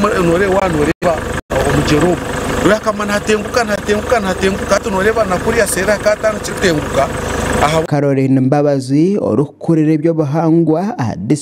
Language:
Nyankole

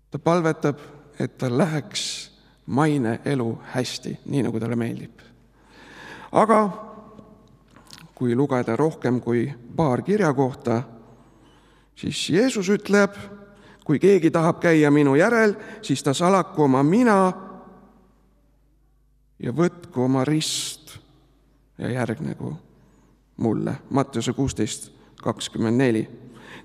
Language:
Estonian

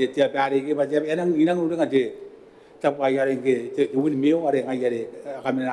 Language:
Gilbertese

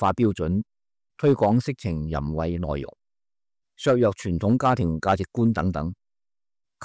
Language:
Cantonese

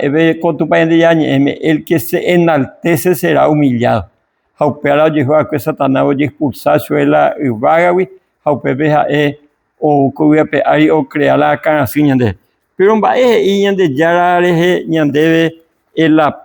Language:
Guarani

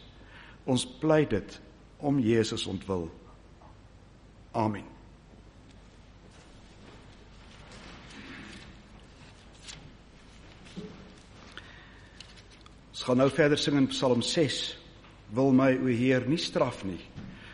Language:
Afrikaans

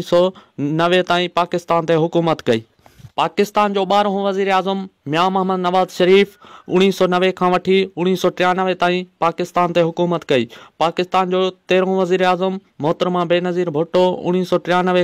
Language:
Sindhi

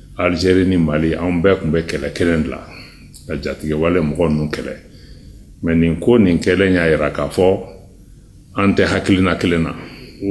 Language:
Bambara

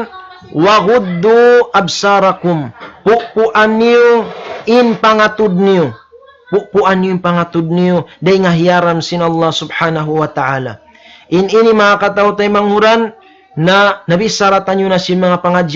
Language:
Tausug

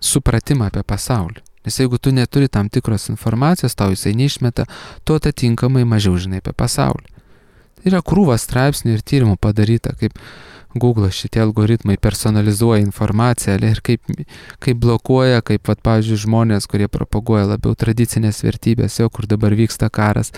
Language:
Lithuanian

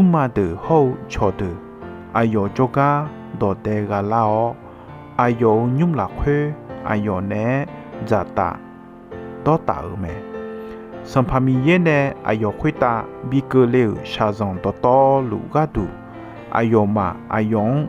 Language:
Akha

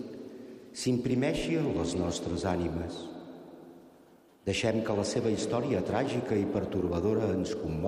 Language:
Catalan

